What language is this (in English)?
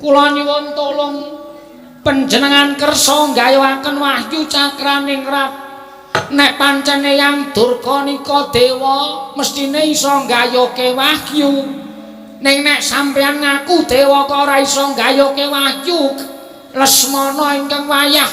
Javanese